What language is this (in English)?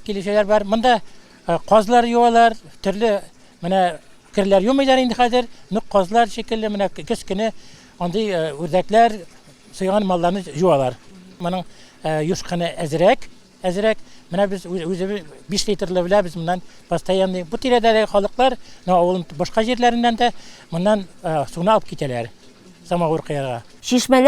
Tatar